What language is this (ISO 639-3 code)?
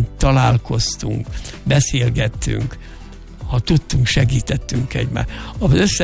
hun